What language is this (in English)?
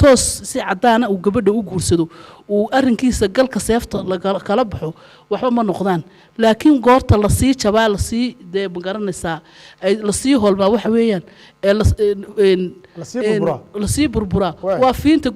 Somali